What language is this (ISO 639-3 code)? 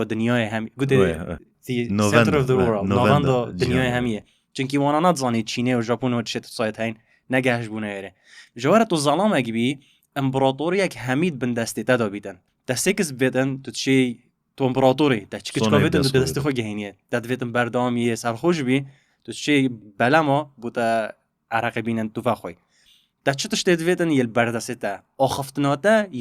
kur